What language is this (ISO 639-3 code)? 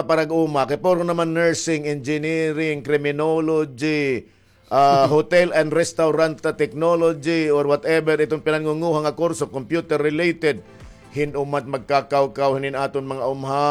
war